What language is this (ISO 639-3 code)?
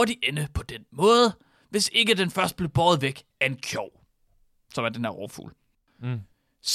dan